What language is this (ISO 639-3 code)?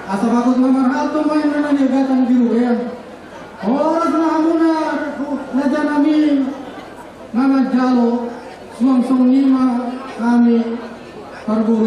bbc